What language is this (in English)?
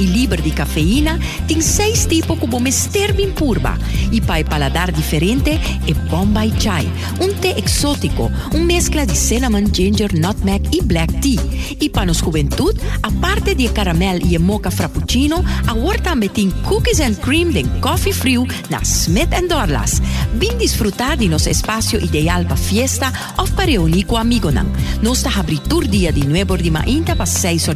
Papiamento